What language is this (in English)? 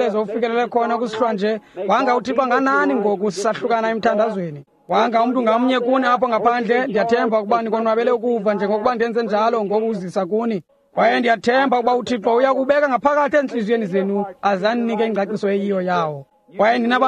Xhosa